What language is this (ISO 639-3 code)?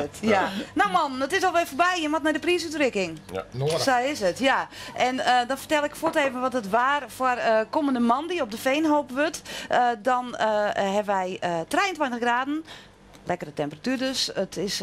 fry